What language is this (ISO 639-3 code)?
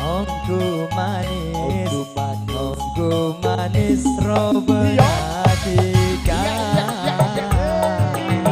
mad